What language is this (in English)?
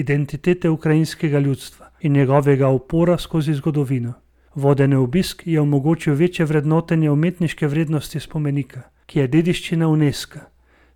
Slovenian